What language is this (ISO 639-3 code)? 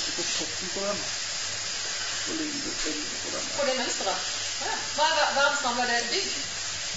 nor